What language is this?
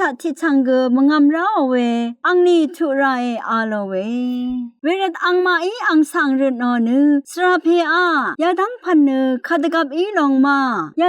Rawang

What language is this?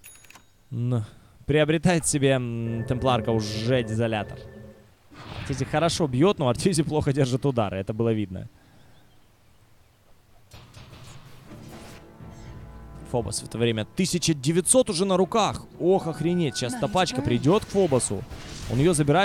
Russian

